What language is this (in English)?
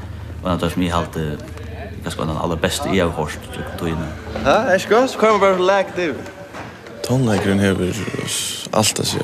Faroese